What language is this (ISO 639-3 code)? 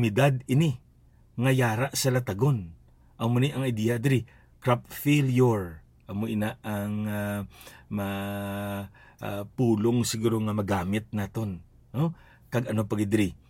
hil